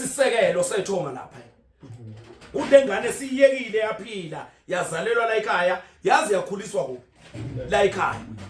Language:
Zulu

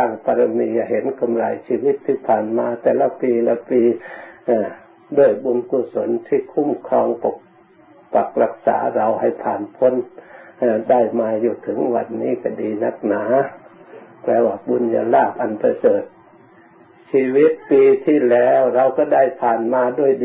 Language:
Thai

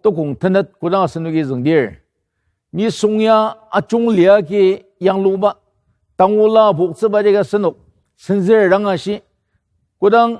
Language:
Ao Naga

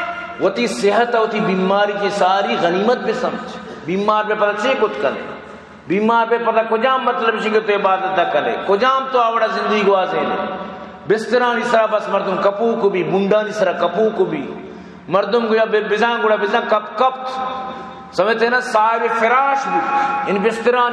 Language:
Baluchi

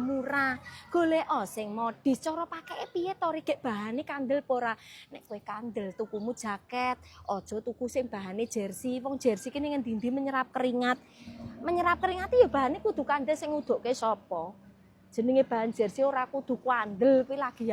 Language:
Javanese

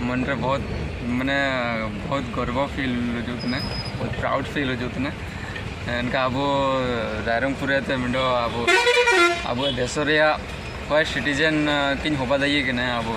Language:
Ho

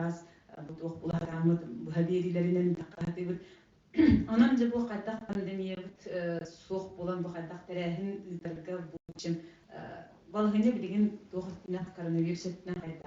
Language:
Yakut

